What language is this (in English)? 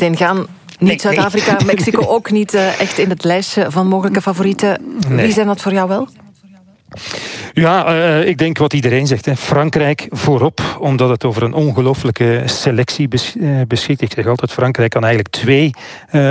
Dutch